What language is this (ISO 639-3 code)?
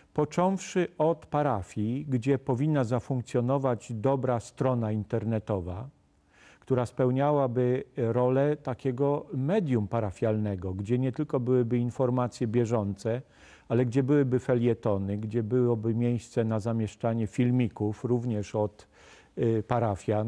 pol